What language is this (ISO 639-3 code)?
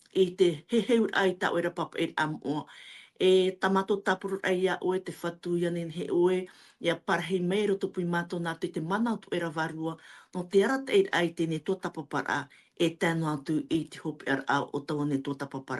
tah